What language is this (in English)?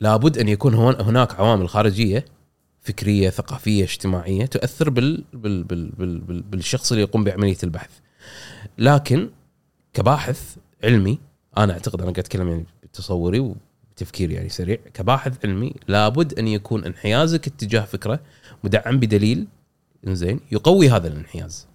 Gulf Arabic